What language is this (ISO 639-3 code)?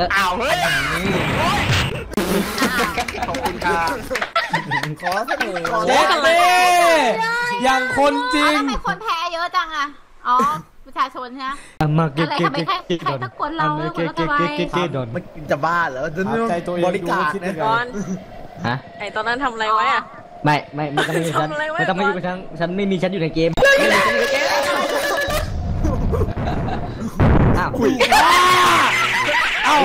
tha